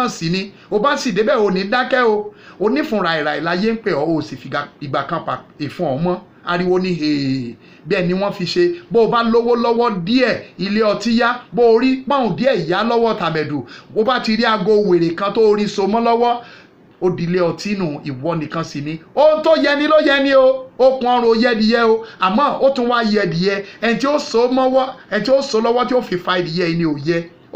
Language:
Yoruba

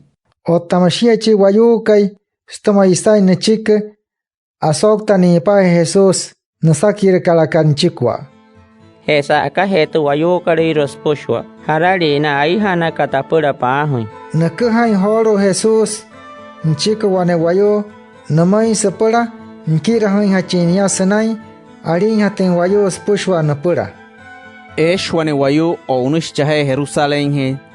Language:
Wayuu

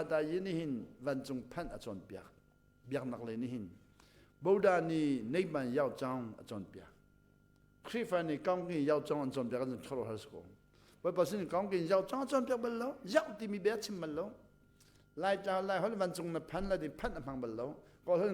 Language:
Hakha Chin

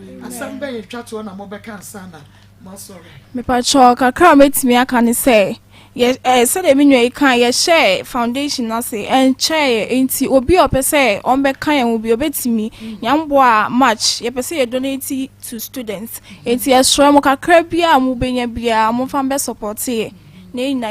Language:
Akan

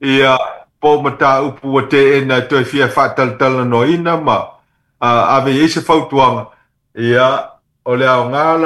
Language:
Samoan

